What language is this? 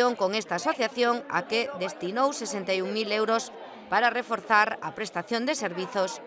Galician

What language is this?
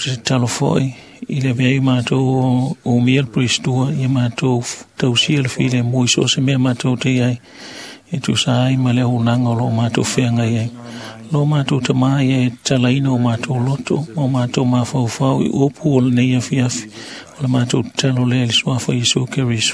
Samoan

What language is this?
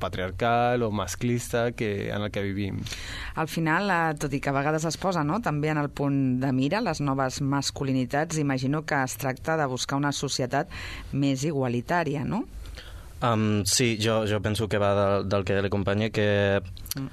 Catalan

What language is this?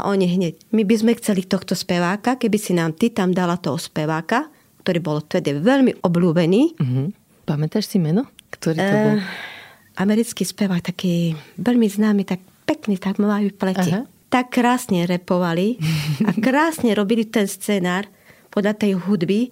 Slovak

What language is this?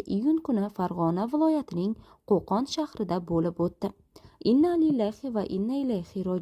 Uzbek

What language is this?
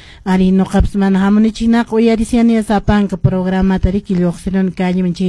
Quechua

